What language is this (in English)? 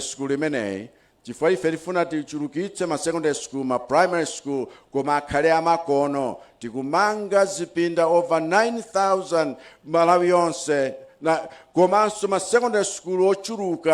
Nyanja